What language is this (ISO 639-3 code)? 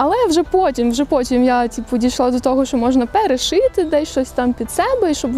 ukr